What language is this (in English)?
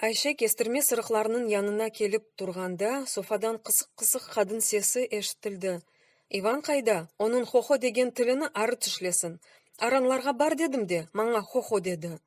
Crimean Tatar